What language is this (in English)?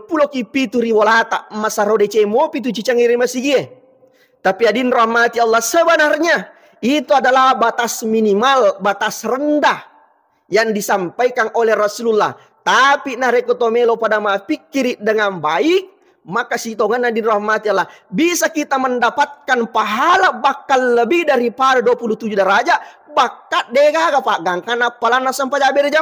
Buginese